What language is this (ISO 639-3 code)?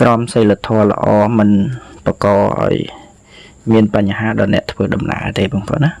khm